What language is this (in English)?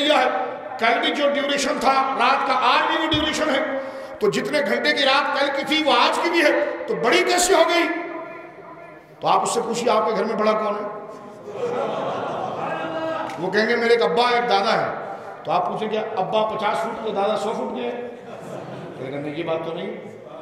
Urdu